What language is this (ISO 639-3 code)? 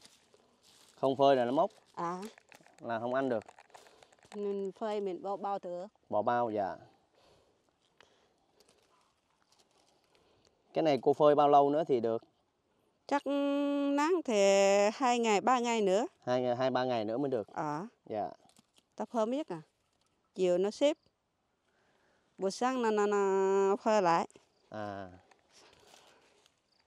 vie